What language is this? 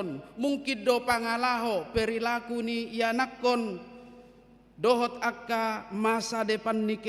Batak Toba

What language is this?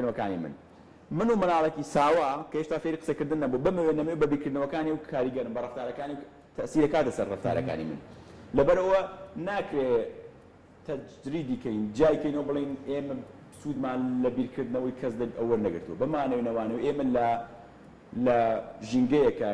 Central Kurdish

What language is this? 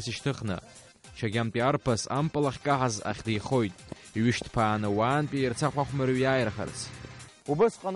Abkhazian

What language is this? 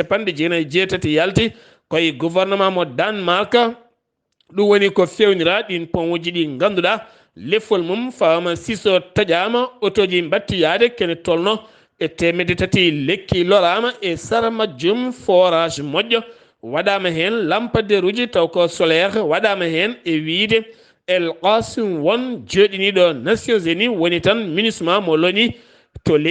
Fula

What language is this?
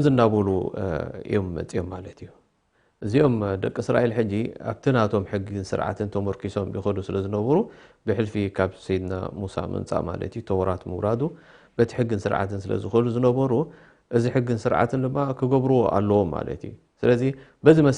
Tigrinya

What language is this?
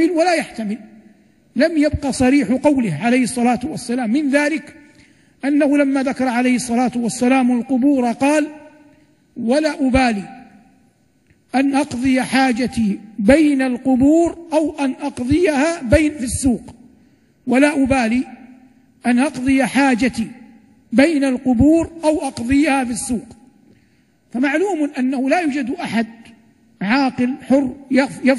Arabic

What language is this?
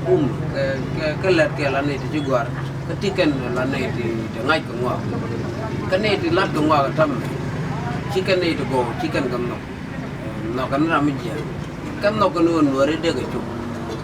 Nuer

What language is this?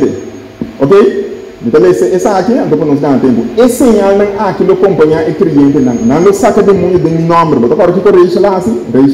Papiamento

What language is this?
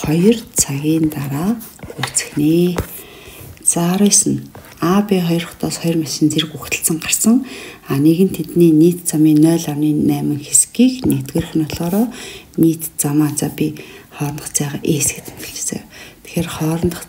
Mongolian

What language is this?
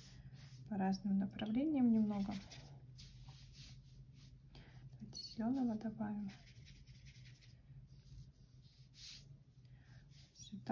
Russian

